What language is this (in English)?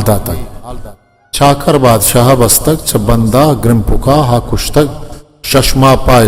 Eastern Balochi